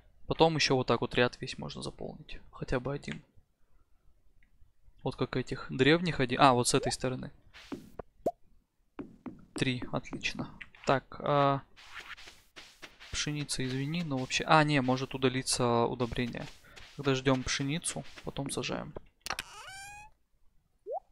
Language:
Russian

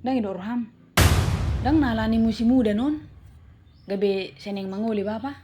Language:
Batak Toba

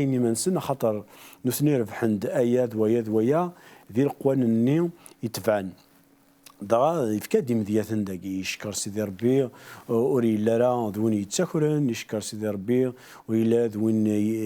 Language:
Kabyle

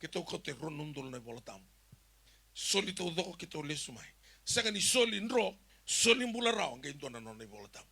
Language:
Fijian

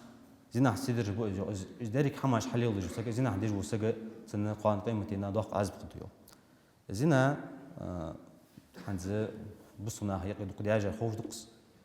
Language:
Ingush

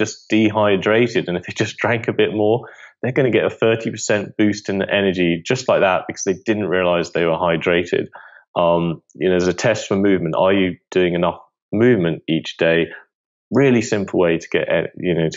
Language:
English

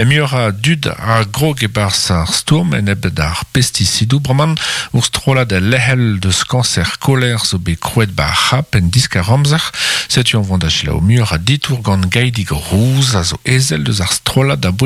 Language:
Breton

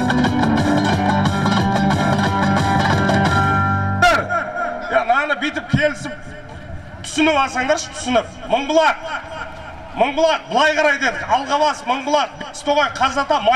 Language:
Kazakh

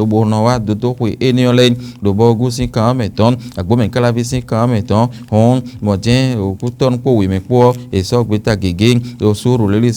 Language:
Fon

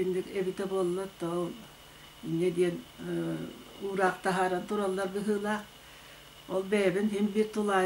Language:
Yakut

